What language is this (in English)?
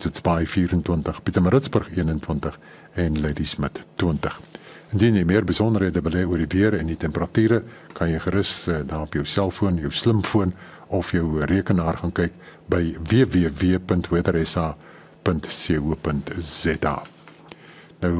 Afrikaans